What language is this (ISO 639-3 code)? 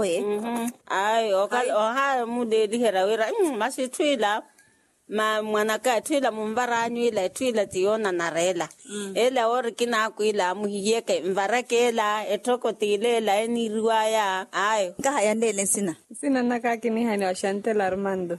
vmw